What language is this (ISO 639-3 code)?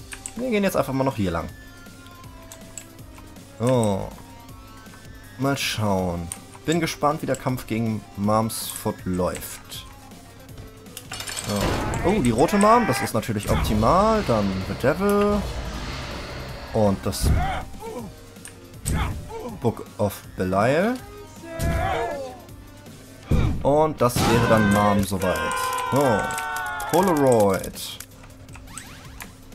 deu